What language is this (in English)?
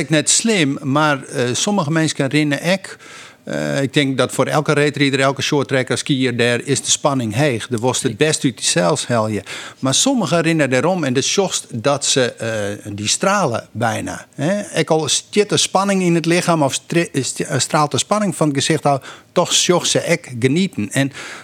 Western Frisian